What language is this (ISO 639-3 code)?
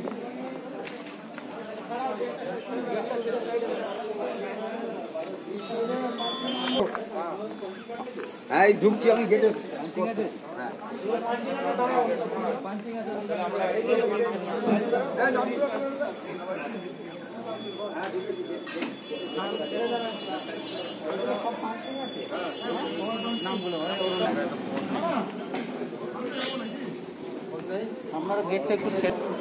ben